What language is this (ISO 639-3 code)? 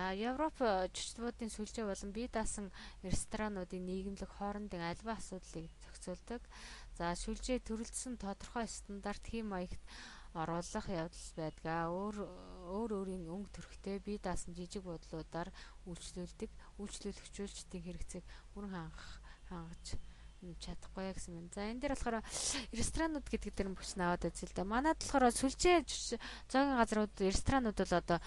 mon